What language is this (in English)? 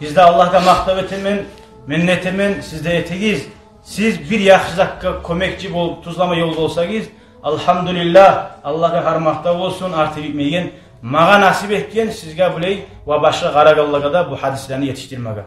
Kumyk